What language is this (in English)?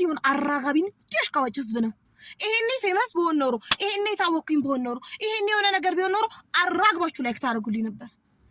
Amharic